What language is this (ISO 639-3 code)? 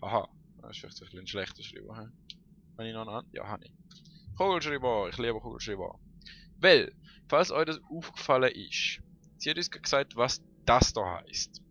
gsw